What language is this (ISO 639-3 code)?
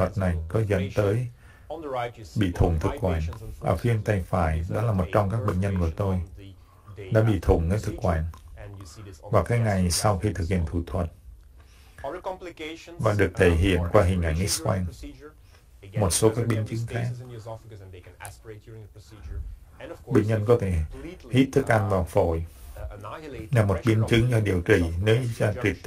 vie